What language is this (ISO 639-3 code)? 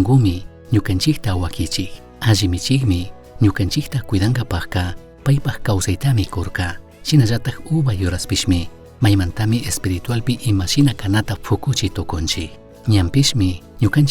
qug